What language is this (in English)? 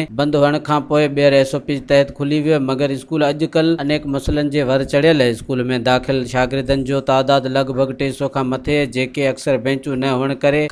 Sindhi